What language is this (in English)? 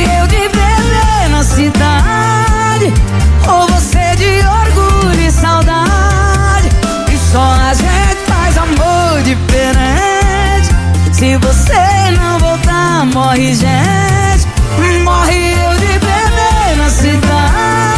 Portuguese